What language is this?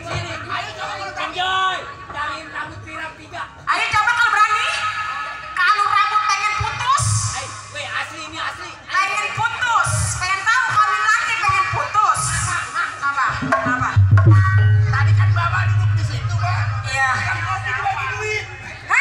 Betawi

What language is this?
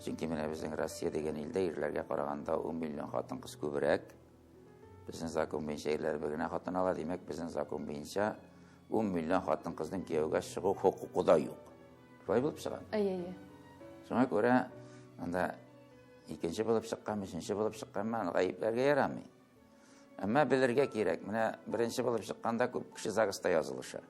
Tatar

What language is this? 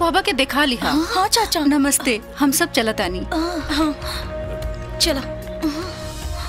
Bhojpuri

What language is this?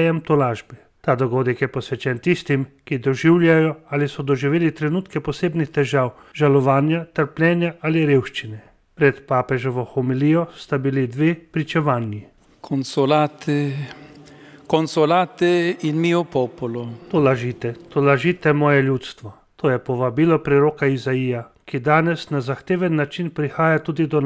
Slovenian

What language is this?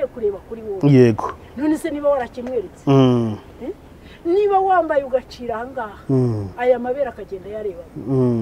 Kinyarwanda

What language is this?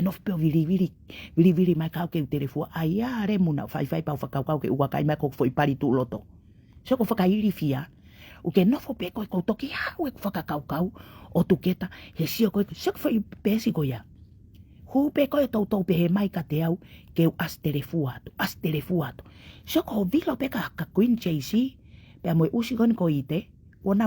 Tongan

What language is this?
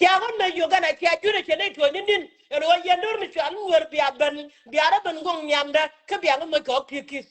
Nuer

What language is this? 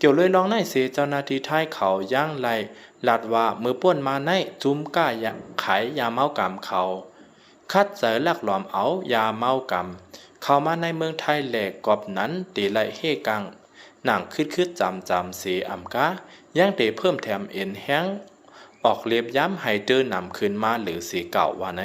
Lao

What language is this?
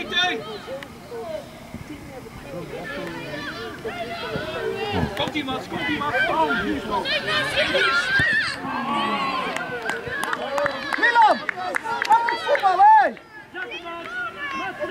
Dutch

